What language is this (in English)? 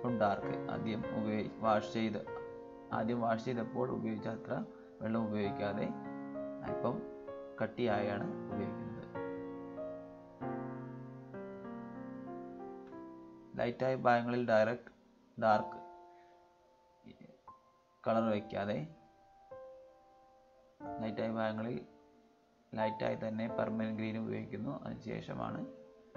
Malayalam